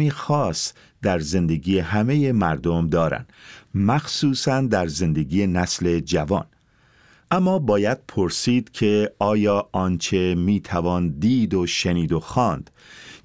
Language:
Persian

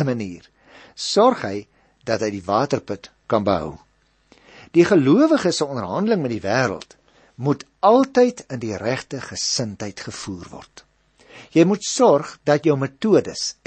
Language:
Afrikaans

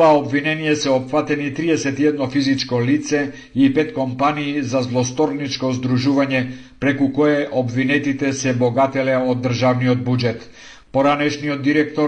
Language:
Macedonian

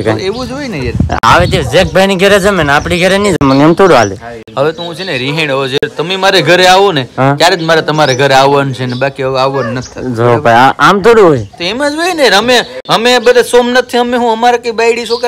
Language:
Gujarati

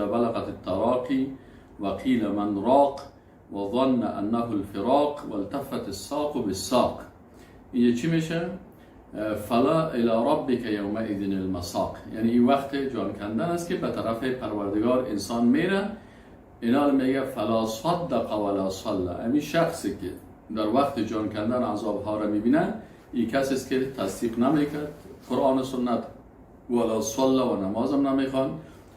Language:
Persian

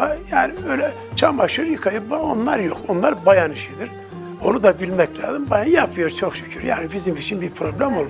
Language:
Turkish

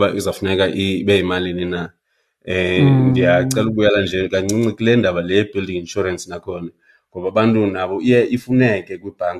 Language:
Xhosa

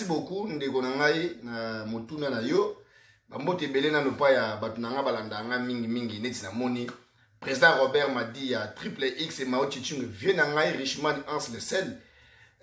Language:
Lingala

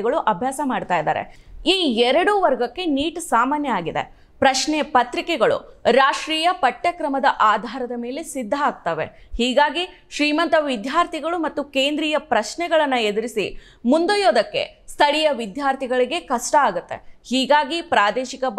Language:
Kannada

